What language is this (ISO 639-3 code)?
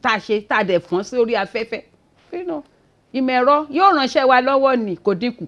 yor